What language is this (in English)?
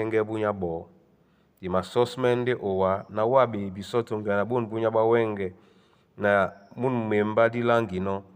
Duala